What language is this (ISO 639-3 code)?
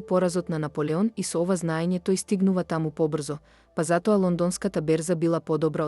mkd